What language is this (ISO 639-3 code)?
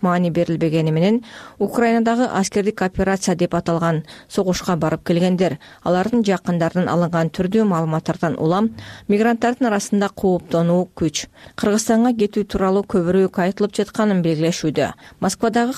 kir